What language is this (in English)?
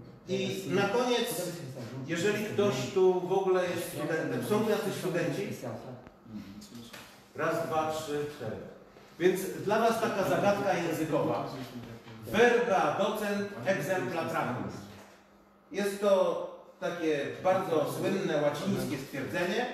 Polish